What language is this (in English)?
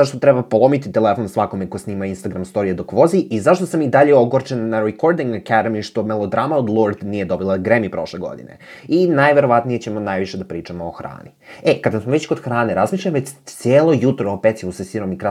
Serbian